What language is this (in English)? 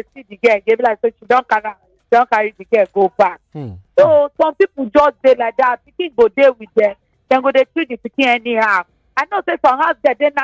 Nigerian Pidgin